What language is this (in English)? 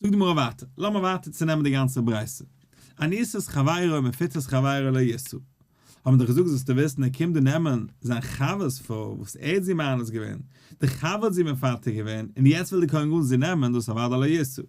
Yiddish